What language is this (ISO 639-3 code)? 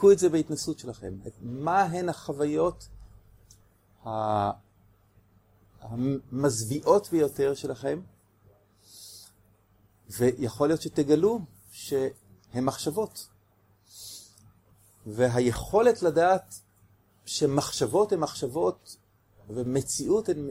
heb